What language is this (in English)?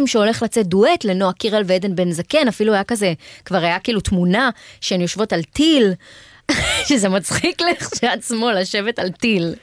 Hebrew